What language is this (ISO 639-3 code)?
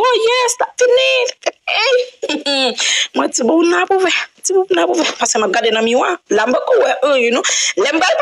hat